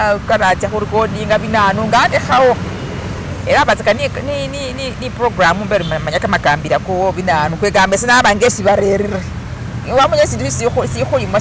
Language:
Masaaba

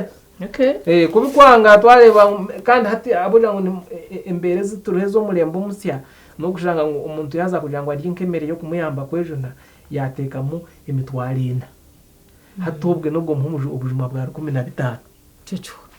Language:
Nyankole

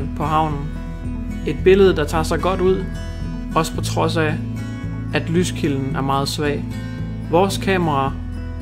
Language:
Danish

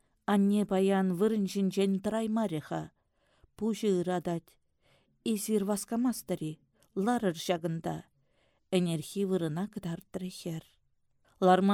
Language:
Chuvash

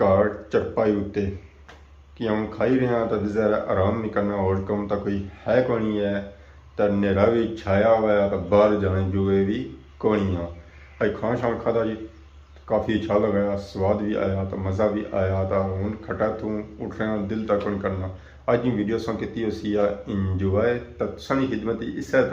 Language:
Pahari-Potwari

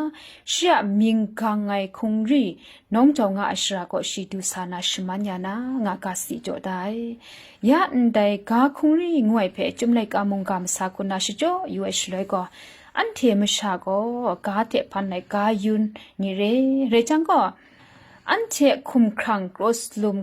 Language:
Kachin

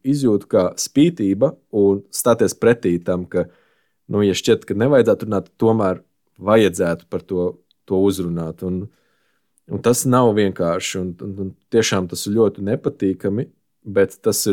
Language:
Latvian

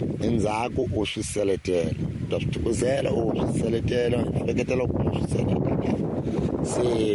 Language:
Tsonga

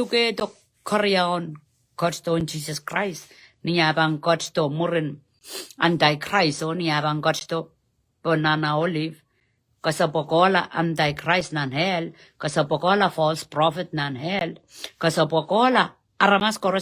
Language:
Pohnpeian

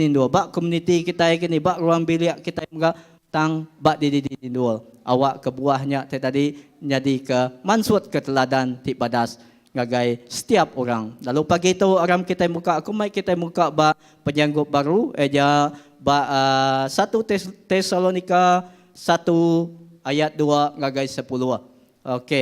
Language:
Iban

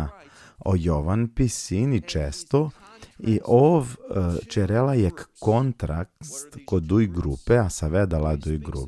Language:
Balkan Romani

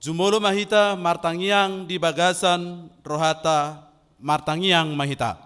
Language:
Batak Toba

